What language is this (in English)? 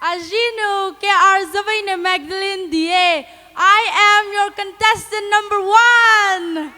Poumei Naga